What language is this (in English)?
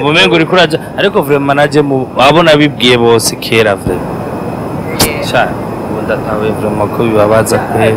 Rundi